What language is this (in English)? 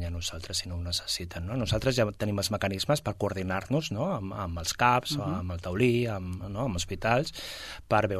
Catalan